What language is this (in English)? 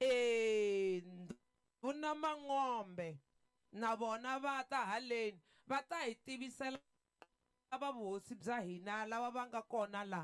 Tsonga